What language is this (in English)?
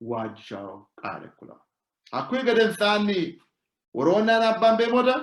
Sidamo